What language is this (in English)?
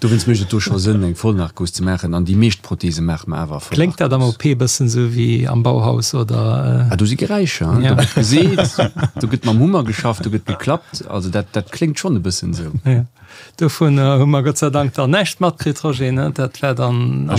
Luxembourgish